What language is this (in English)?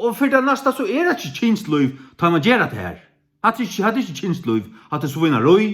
Faroese